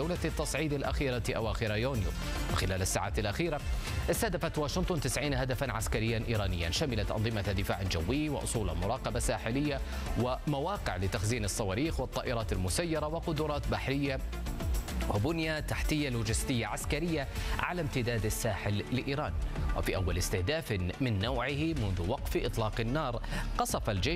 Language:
Arabic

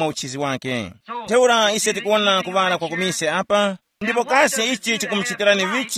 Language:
Tumbuka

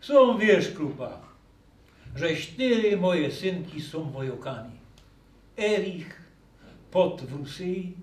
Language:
Silesian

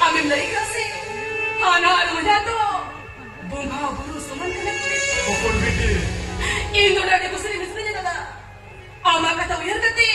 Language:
Santali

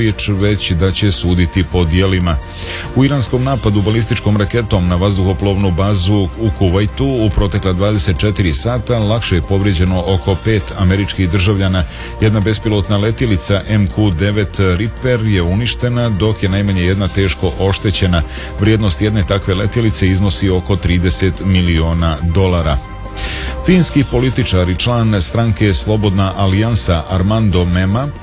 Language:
Serbian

